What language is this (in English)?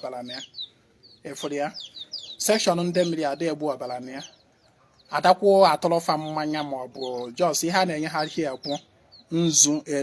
Igbo